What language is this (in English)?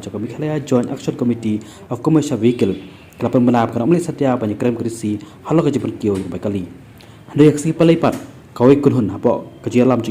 Khasi